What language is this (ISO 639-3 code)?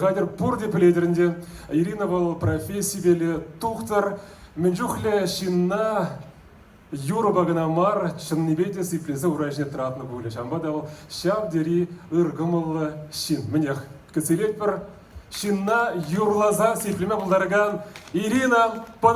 chv